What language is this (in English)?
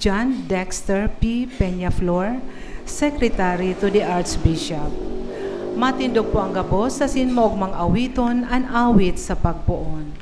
Bikol